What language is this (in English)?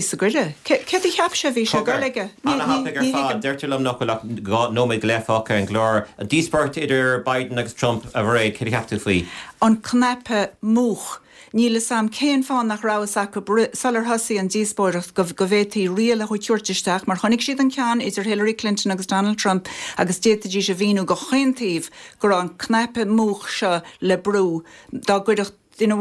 Irish